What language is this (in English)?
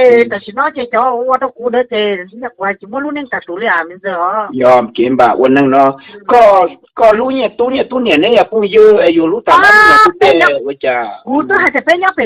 Hmong